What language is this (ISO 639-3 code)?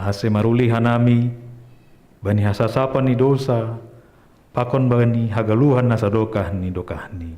bts